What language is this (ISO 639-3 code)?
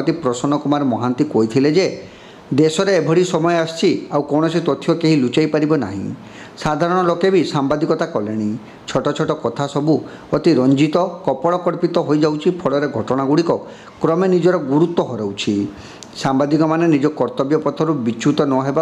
ori